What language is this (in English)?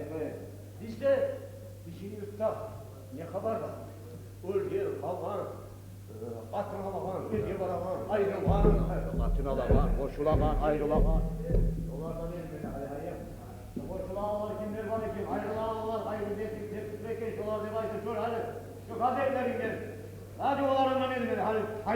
Kumyk